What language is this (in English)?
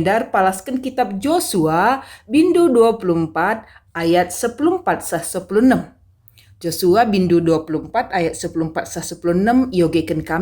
Batak Karo